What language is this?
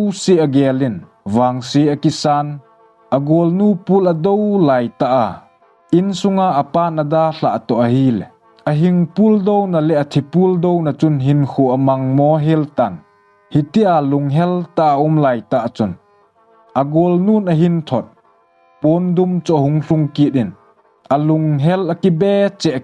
Thado Chin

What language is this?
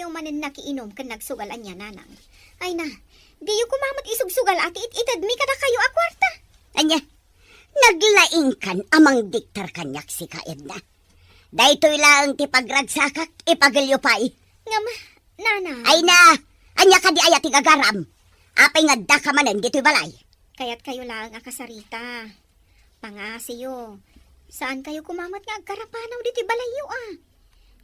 Iloko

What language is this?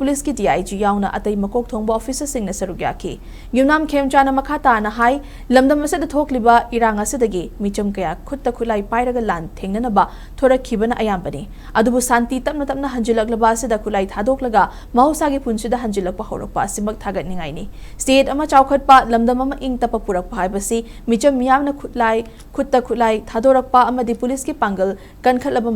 Manipuri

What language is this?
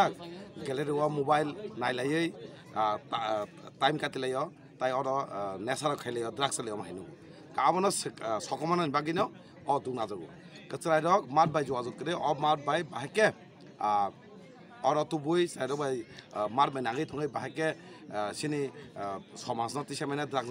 Kok Borok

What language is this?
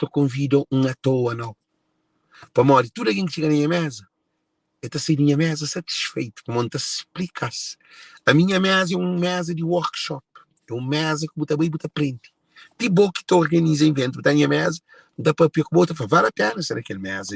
Kabuverdianu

